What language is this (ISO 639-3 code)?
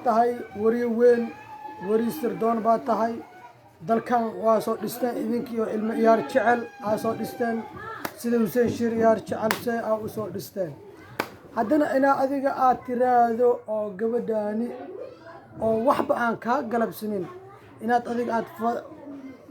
som